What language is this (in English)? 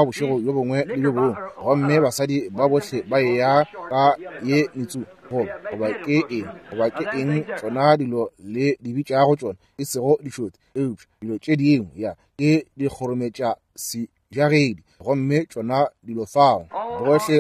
Northern Sotho